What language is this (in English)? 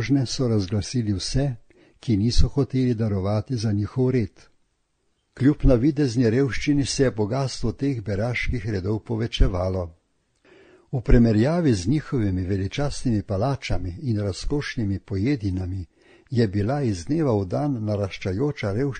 Slovenian